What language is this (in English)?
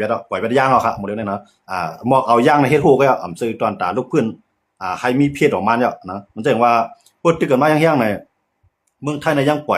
Shan